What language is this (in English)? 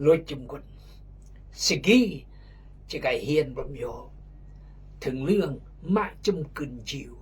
Khmu